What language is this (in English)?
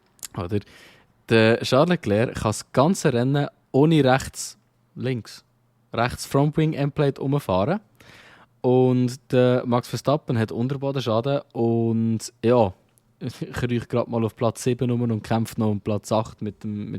Swiss German